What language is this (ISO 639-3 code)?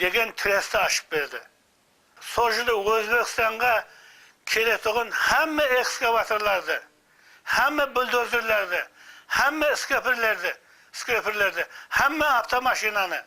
kaa